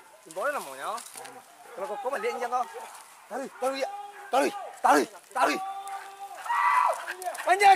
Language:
Malay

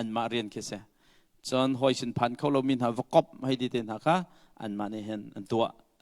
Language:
Hakha Chin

